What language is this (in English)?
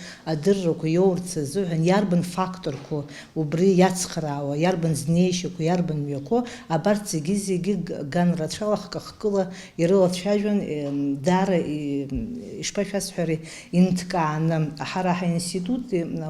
Abkhazian